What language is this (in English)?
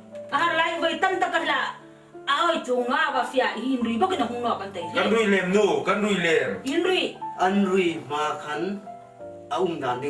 Hmar